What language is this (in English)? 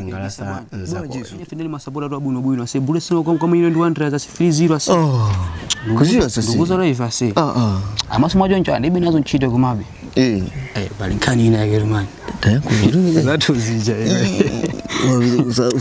Nyanja